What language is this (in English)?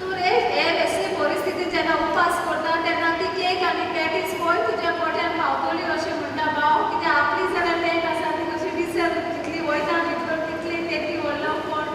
Konkani